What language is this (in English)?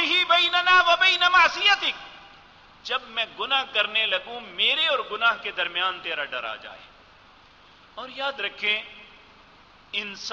Urdu